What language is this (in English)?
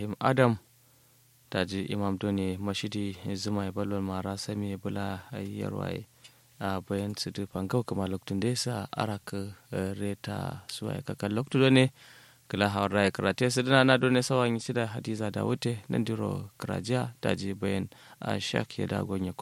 Kanuri